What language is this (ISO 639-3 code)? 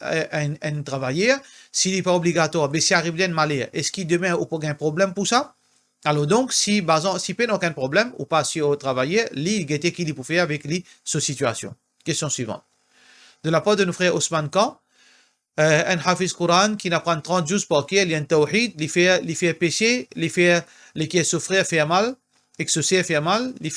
mfe